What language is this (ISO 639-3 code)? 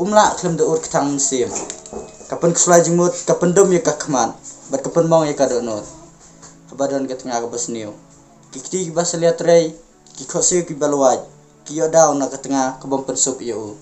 kha